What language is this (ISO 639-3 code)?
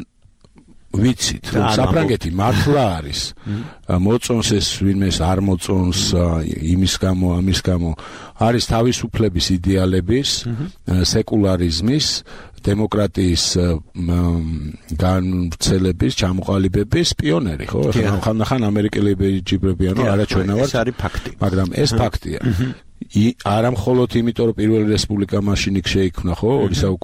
kat